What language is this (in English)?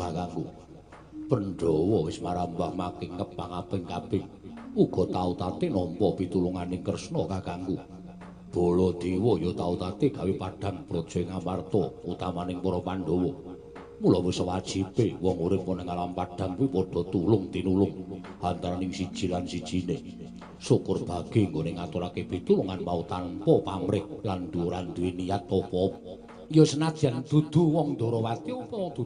Javanese